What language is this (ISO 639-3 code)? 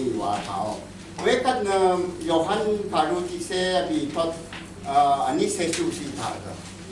raw